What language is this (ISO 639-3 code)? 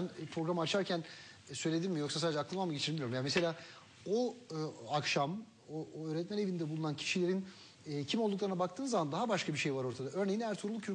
tur